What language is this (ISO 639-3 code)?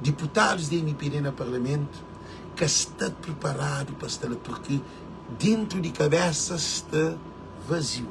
kea